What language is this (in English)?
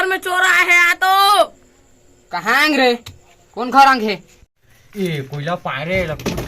Chhattisgarhi